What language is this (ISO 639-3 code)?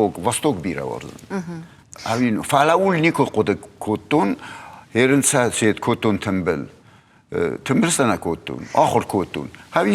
oss